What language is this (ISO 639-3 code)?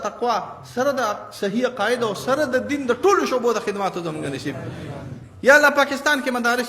pus